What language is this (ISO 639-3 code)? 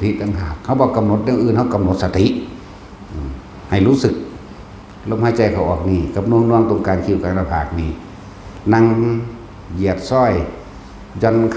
tts